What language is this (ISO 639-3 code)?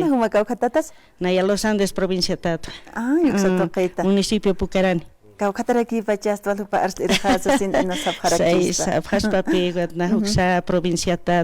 aym